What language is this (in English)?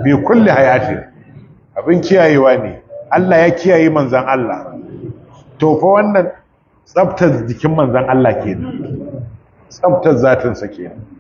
Hausa